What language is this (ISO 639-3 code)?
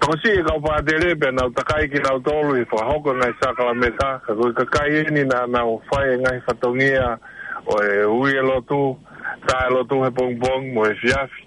ton